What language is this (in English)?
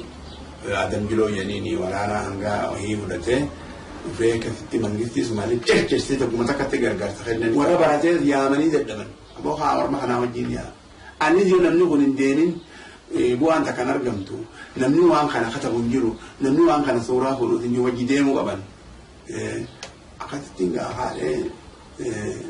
Oromo